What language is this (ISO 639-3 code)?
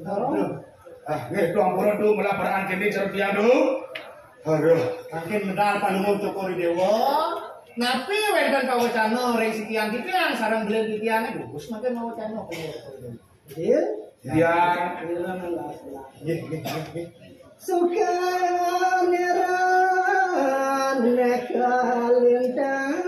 ban